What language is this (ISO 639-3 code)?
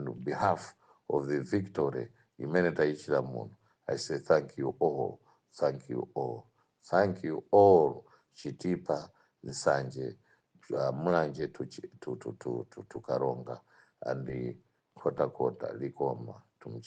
nya